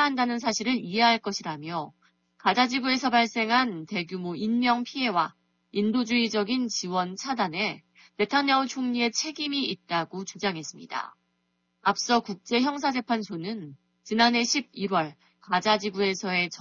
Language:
Korean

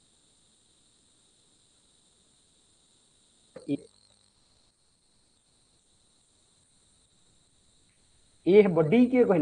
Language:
Odia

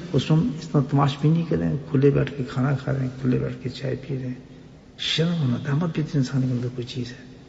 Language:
Urdu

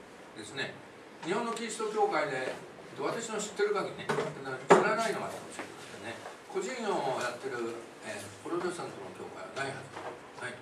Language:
Japanese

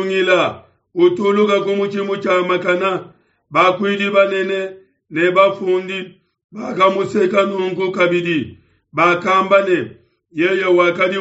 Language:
Luba-Lulua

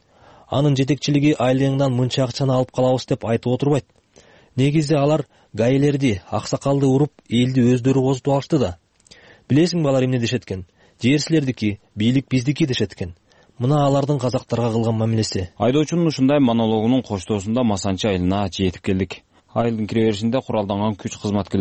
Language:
Kyrgyz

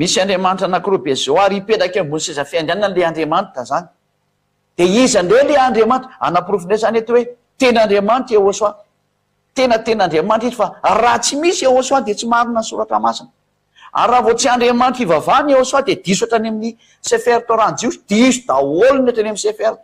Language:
Malagasy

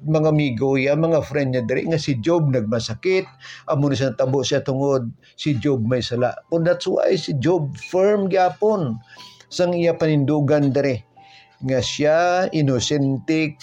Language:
Hiligaynon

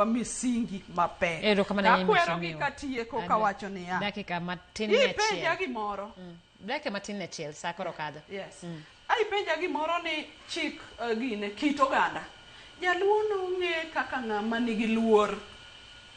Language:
Luo (Kenya and Tanzania)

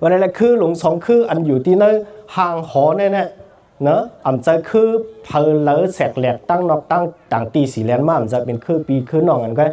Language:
Shan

